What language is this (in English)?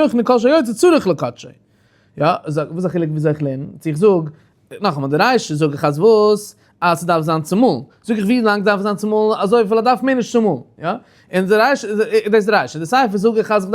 Yiddish